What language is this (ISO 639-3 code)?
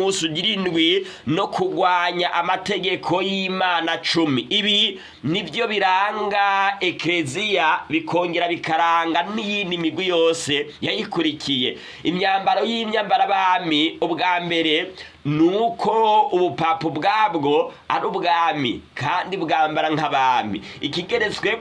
run